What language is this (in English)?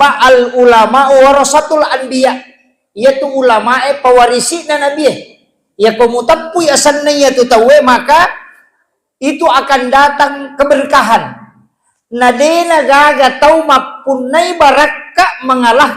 Buginese